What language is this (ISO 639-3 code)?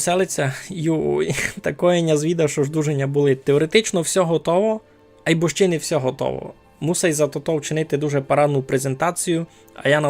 rue